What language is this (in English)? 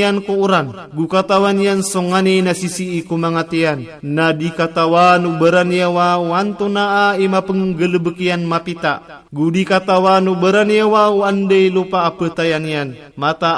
Maranao